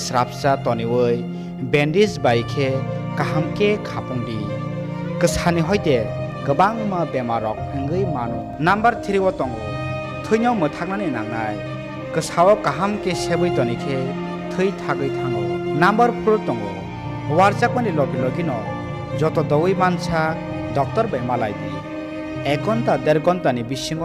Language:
Kok Borok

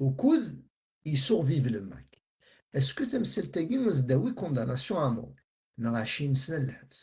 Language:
Kabyle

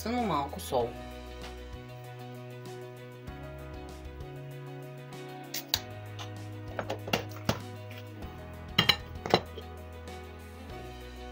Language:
Bulgarian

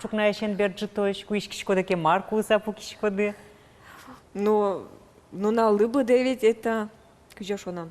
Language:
Udmurt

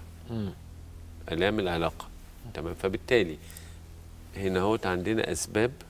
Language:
Egyptian Arabic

